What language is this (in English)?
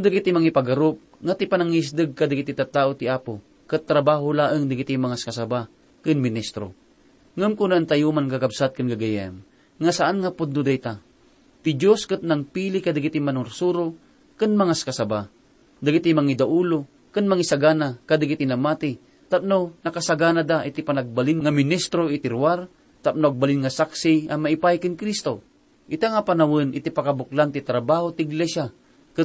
Iloko